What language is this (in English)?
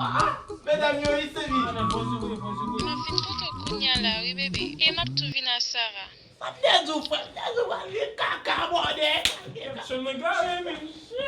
Haitian Creole